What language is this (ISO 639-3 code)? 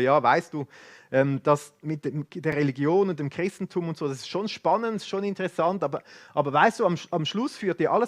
gsw